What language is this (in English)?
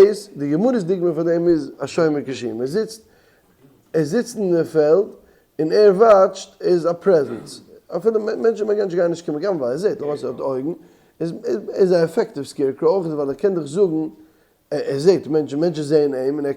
Yiddish